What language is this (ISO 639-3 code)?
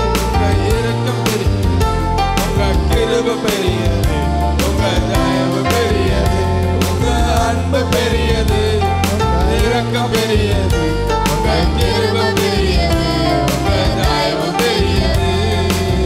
tam